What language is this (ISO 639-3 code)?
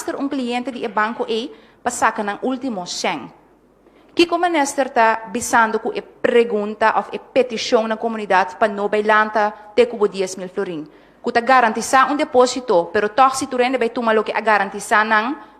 pap